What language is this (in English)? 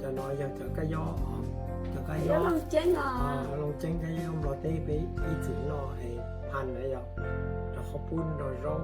Hmong